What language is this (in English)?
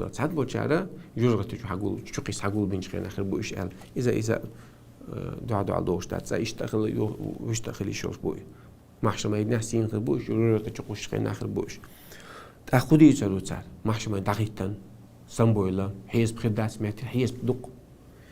Chechen